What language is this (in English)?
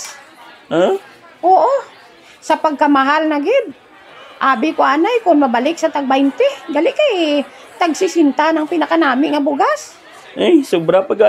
Hiligaynon